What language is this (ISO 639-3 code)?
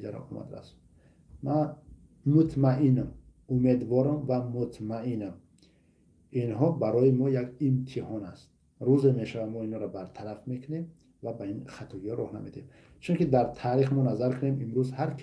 tgk